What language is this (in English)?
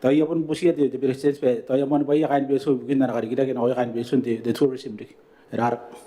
Gilbertese